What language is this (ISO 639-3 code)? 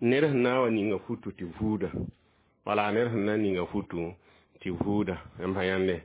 mos